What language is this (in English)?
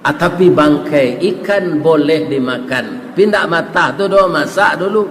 Minangkabau